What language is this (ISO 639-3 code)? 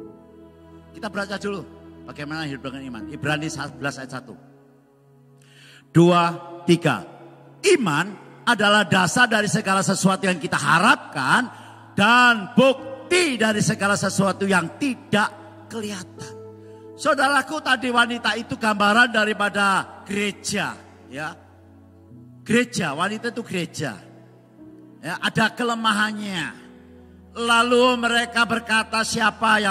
ind